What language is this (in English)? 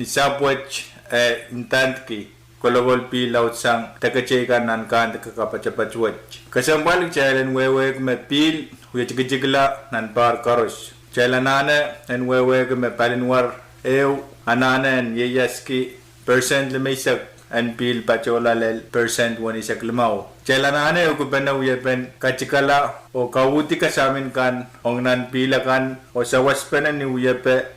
Pohnpeian